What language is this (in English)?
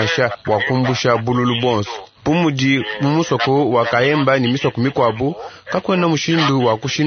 Luba-Lulua